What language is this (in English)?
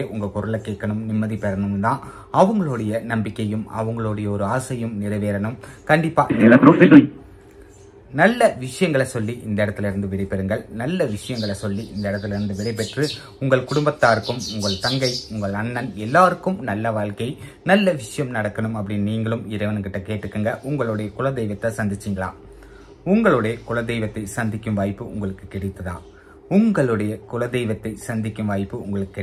Tamil